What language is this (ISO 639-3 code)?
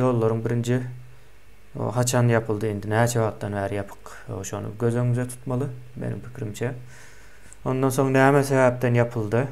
tuk